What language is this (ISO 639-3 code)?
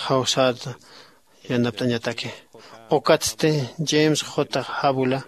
aym